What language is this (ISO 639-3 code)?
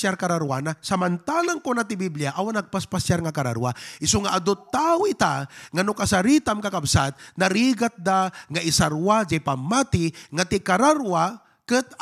ilo